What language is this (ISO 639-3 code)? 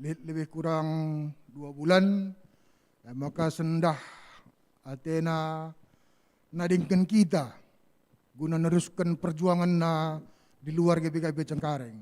btx